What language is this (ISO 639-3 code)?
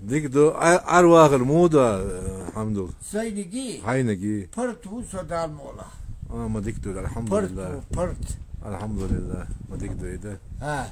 che